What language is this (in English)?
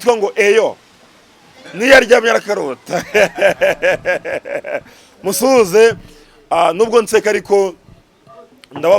Kinyarwanda